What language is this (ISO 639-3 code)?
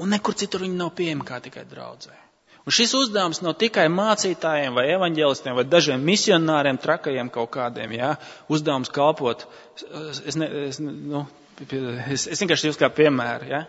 lav